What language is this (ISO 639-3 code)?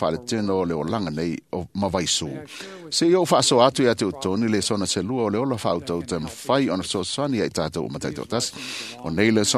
smo